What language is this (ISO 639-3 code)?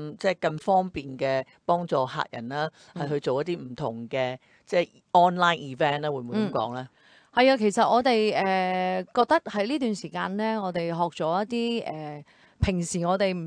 yue